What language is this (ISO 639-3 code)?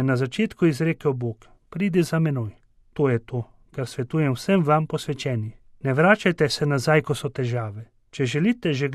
slv